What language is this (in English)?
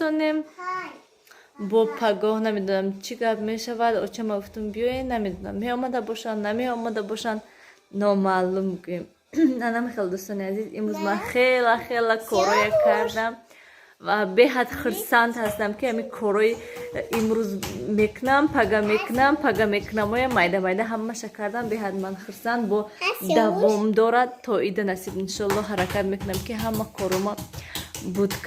Tajik